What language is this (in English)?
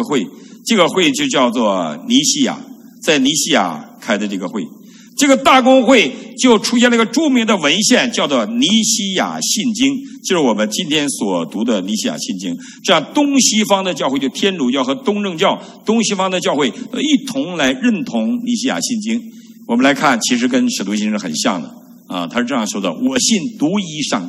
Chinese